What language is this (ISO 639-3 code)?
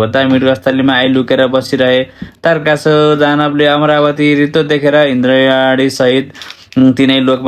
nep